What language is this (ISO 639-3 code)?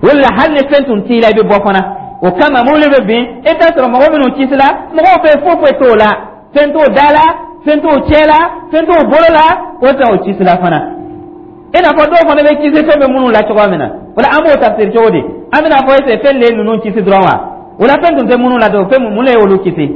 dyu